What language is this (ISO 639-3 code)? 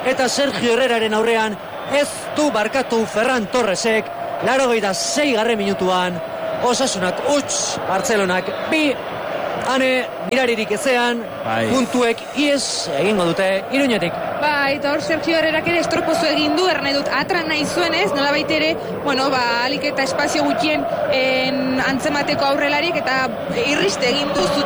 eus